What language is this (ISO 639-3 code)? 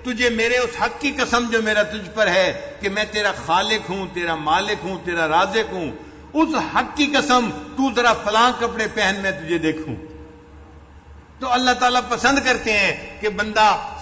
urd